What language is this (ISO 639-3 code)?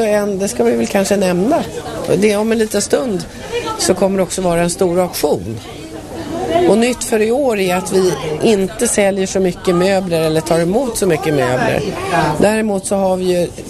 swe